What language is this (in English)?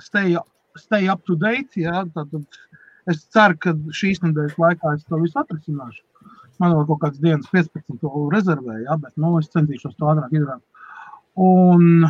Latvian